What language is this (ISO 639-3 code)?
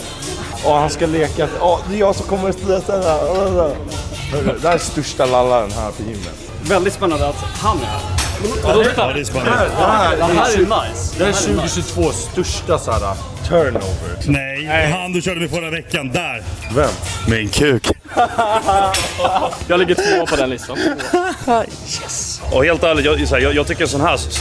swe